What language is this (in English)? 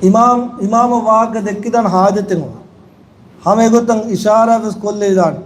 Divehi